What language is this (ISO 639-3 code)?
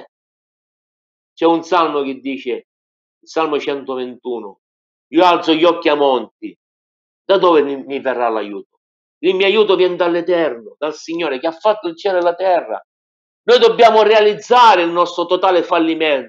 ita